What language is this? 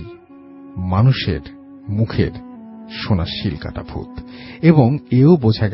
Bangla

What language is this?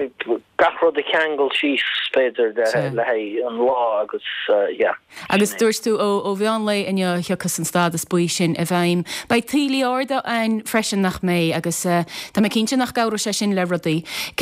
Irish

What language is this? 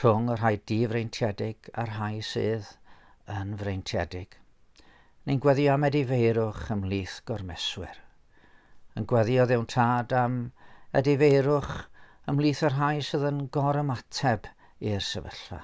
Welsh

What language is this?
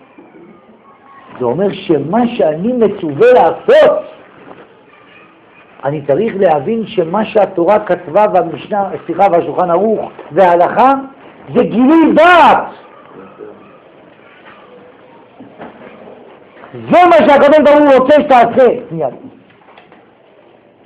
Hebrew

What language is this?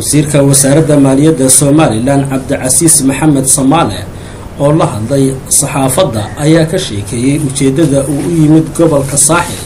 Somali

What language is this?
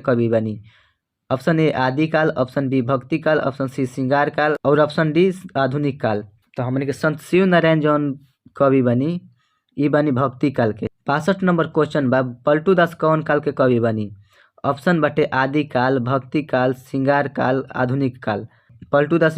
Bhojpuri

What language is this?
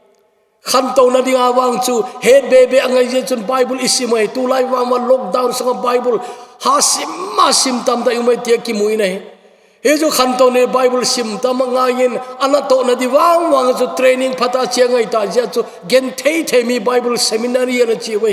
Thado Chin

